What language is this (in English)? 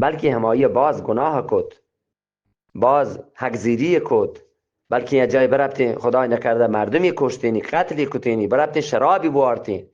Eastern Balochi